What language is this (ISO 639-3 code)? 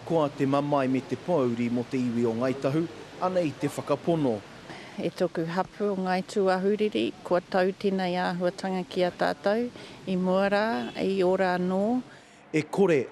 mri